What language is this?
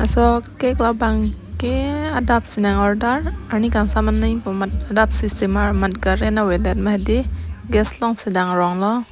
Karbi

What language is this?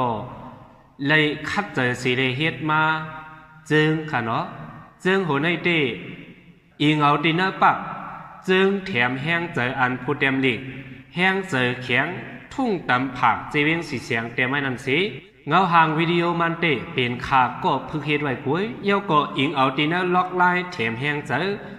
Shan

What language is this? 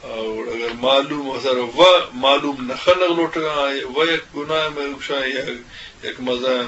Eastern Balochi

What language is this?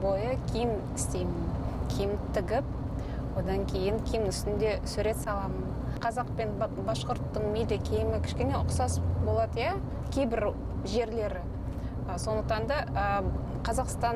Bashkir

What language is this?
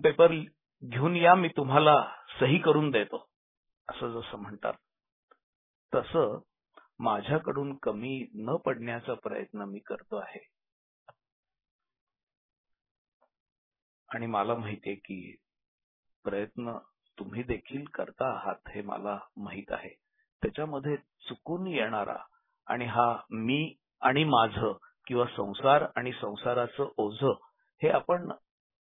Marathi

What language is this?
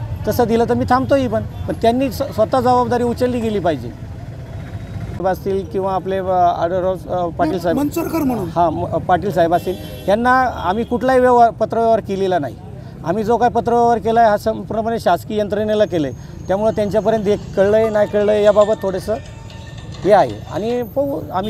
Marathi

